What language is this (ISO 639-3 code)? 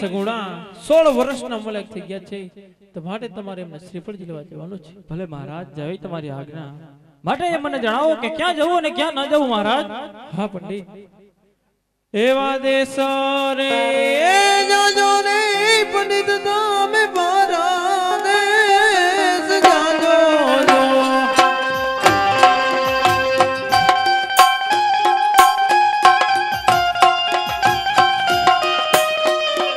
guj